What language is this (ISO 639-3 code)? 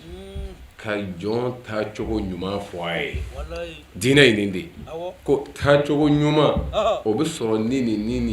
bam